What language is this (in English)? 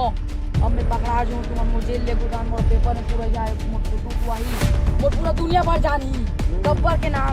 Chhattisgarhi